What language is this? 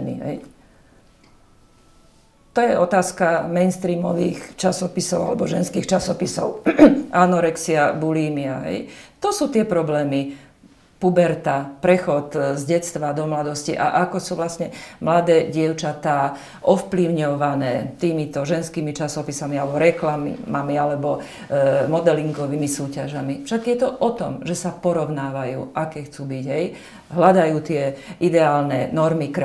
Slovak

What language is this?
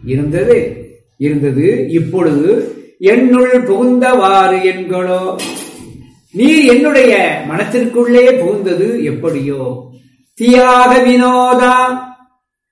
Tamil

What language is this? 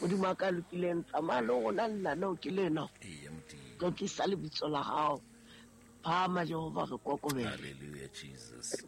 Southern Sotho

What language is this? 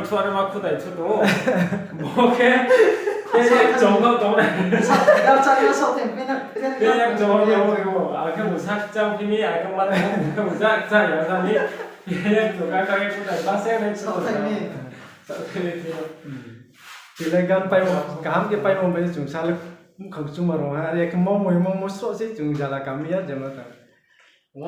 Riang (India)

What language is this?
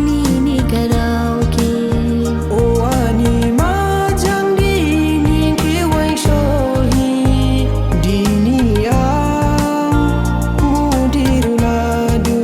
Dimasa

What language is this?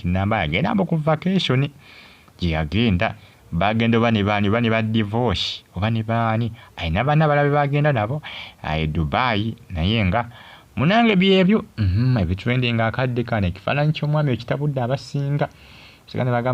Ganda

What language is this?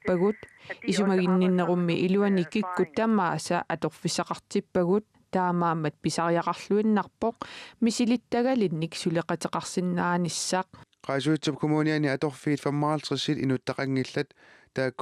Kalaallisut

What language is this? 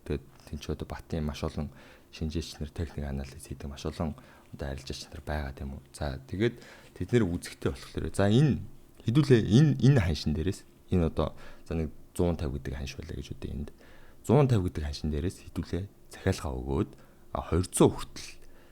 Mongolian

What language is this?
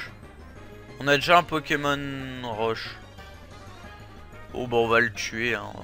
French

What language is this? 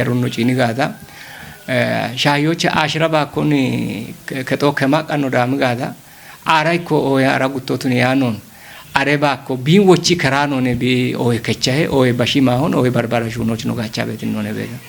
Kafa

